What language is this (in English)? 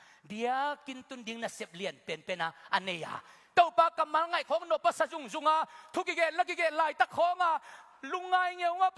Tedim Chin